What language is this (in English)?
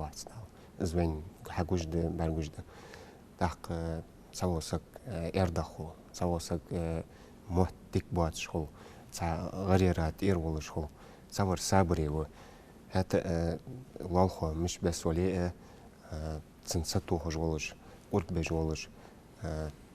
Ingush